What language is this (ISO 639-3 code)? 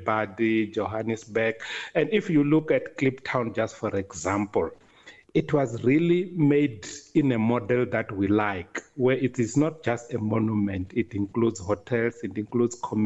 eng